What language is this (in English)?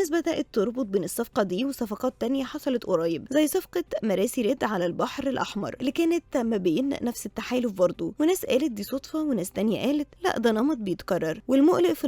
Egyptian Arabic